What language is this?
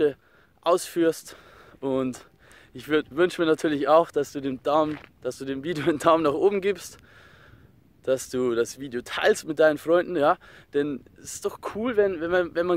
German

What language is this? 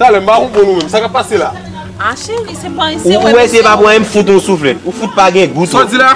Haitian Creole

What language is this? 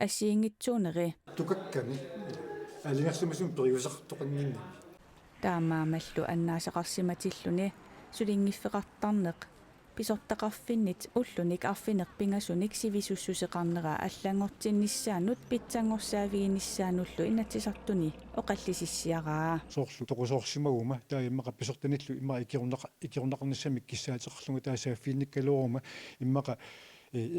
Kalaallisut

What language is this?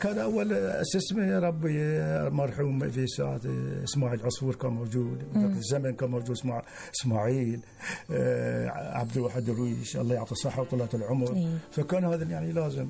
Gulf Arabic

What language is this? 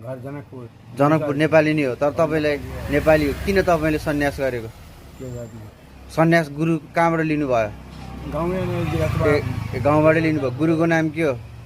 Nepali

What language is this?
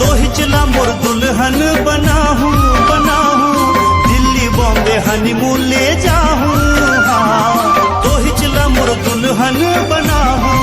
Chhattisgarhi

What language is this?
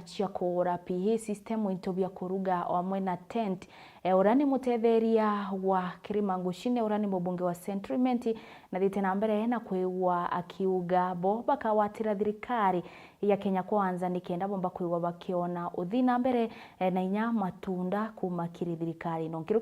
Meru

